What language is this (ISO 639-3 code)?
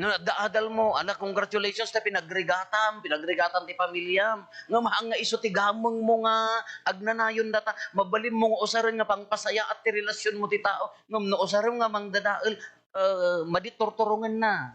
ilo